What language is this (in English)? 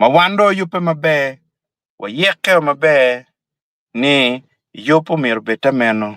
Acoli